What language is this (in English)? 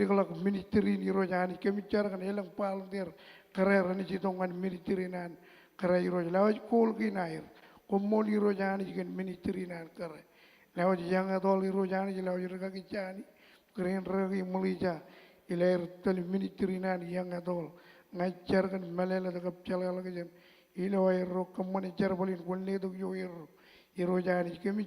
Marshallese